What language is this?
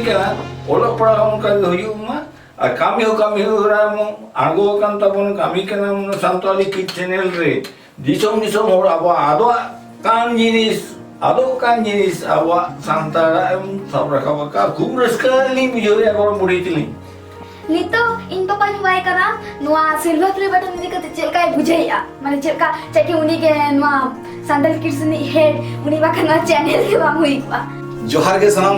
Santali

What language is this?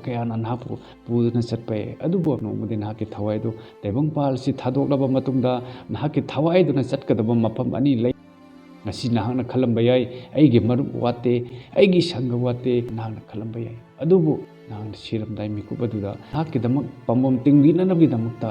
Manipuri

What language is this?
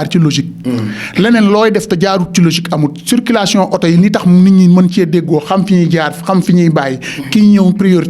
Wolof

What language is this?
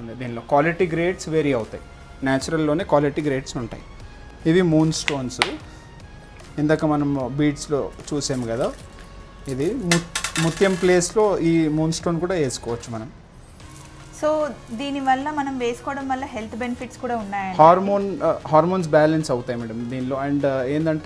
Telugu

